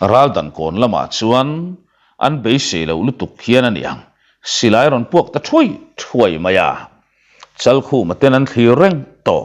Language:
Mizo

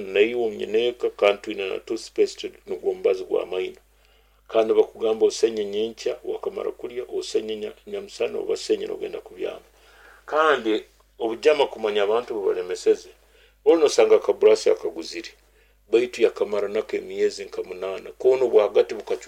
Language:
Nyoro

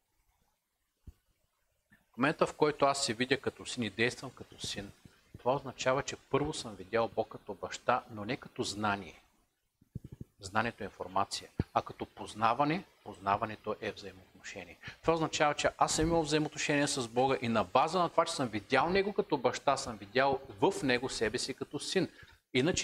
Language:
Bulgarian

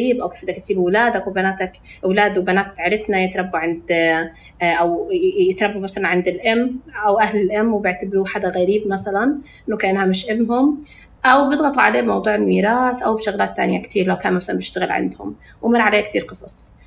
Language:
North Levantine Arabic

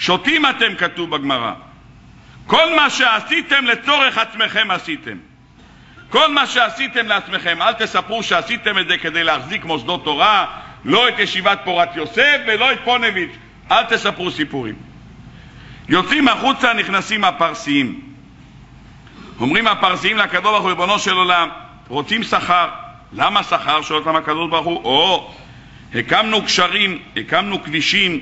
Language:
Hebrew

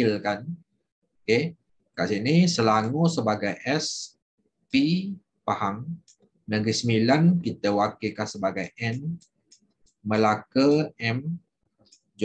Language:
Malay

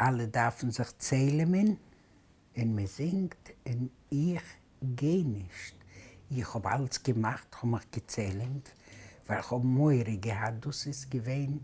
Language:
Yiddish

